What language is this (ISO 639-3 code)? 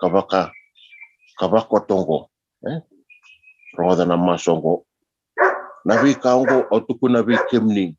fij